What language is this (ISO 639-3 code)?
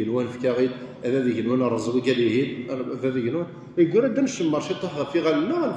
kab